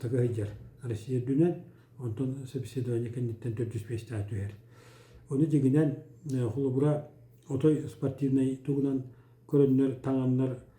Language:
Yakut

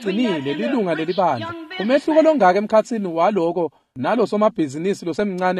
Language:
Swati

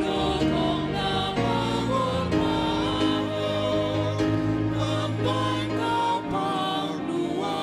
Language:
Batak Simalungun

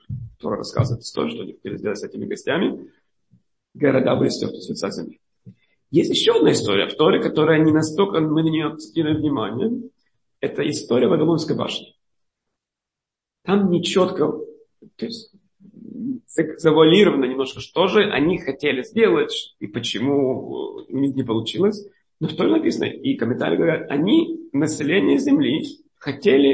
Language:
Russian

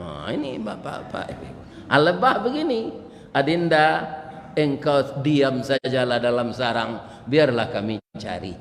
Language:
Minangkabau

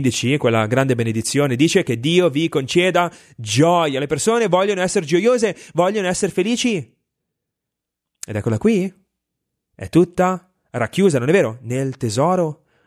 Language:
Italian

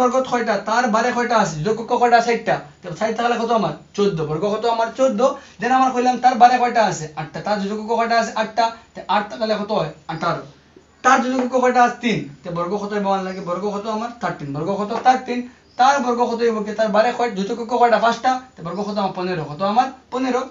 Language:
Bangla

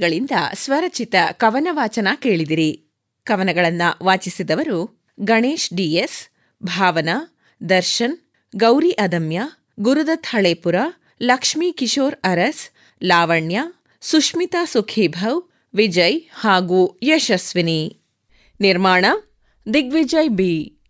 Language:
Kannada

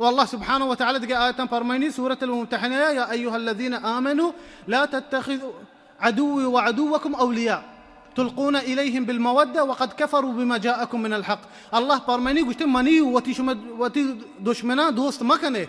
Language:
Baluchi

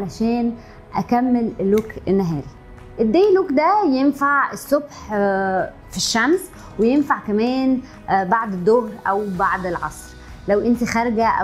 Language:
Egyptian Arabic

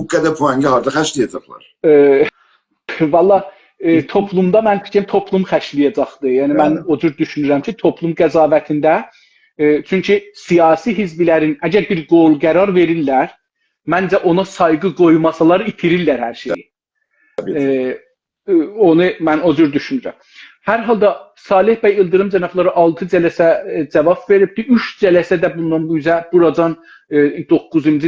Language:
South Azerbaijani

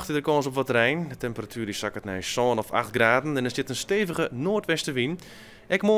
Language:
Western Frisian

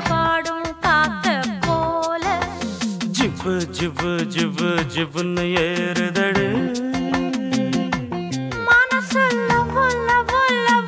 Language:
Tamil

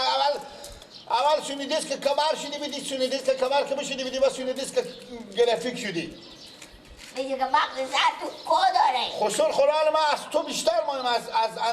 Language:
Persian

